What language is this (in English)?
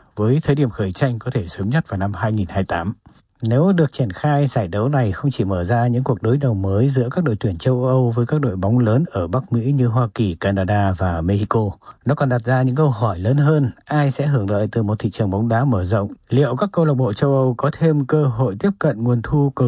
Vietnamese